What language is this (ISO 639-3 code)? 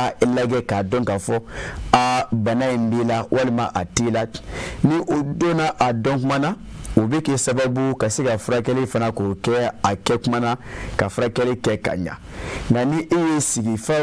bam